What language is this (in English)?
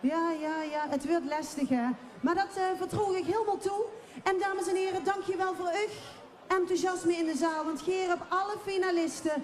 Limburgish